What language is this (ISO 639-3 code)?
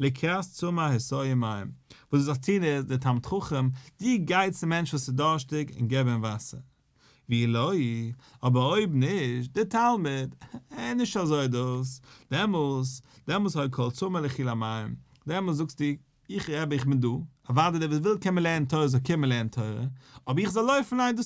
yid